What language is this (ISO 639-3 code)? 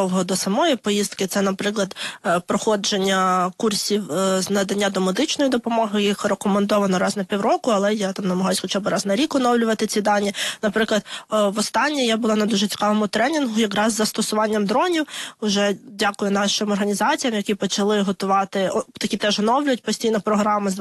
ukr